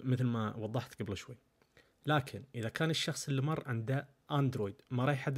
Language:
Najdi Arabic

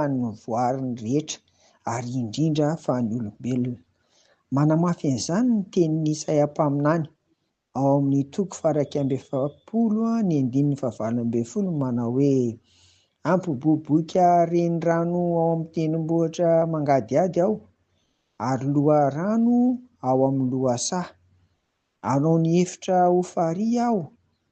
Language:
Malagasy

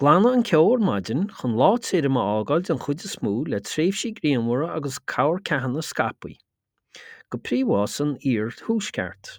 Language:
Irish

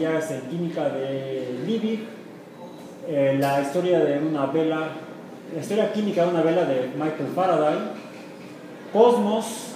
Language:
Spanish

